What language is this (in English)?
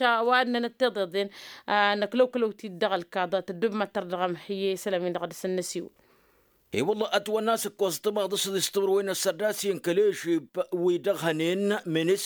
Tamasheq